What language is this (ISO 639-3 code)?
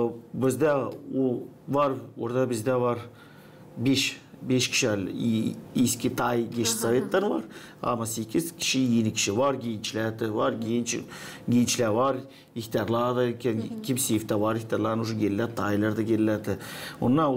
gag